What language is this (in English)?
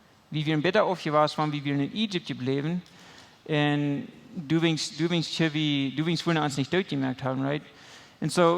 Plautdietsch